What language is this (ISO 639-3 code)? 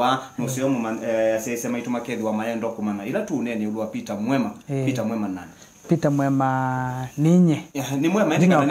kam